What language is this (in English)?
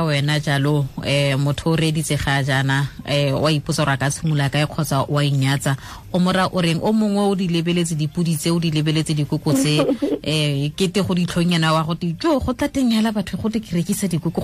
Tswana